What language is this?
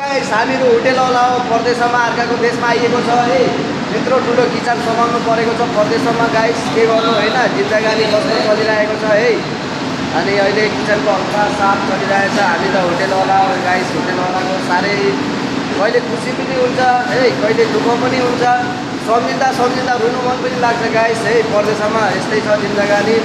Nepali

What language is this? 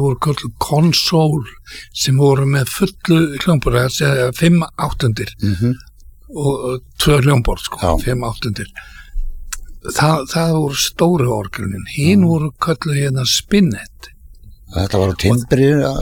Icelandic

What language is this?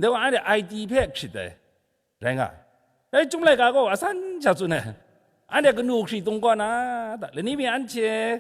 Kachin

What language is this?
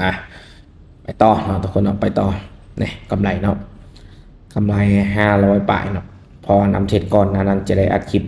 Lao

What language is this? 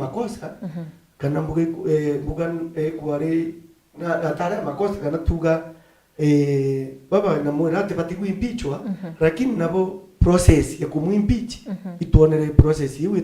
Meru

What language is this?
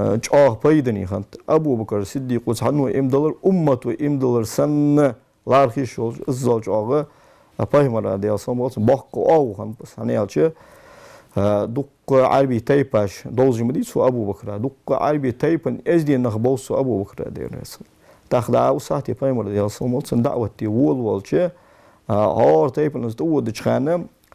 Ingush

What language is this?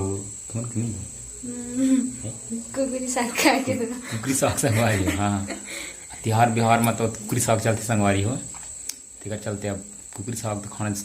Chhattisgarhi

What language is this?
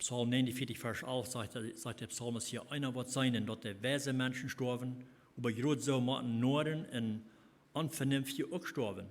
Plautdietsch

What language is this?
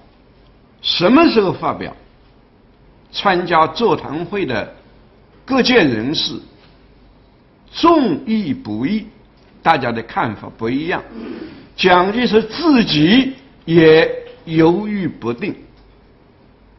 Chinese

